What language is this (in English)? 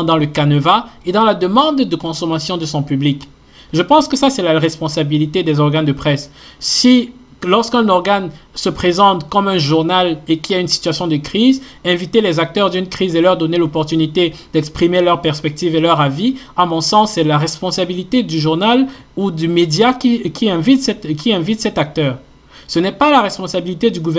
French